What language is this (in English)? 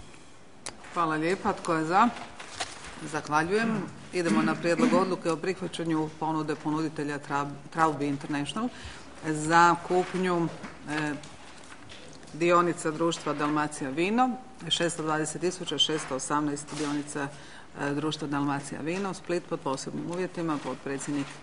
Croatian